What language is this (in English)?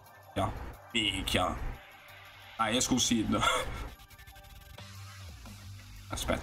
Italian